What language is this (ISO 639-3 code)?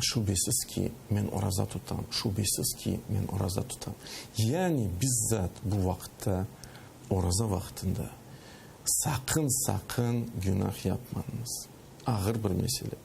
crh